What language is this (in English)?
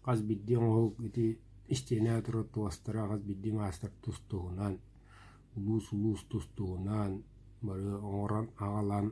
Yakut